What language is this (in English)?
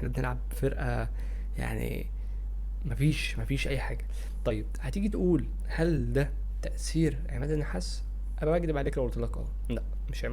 Egyptian Arabic